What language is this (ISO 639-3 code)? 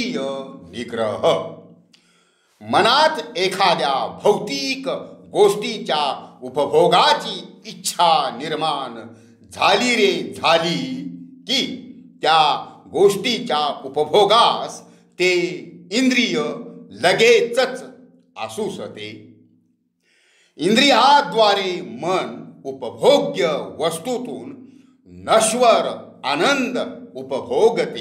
mar